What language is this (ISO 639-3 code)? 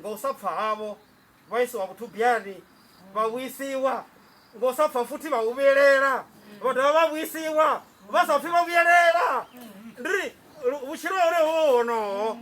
ven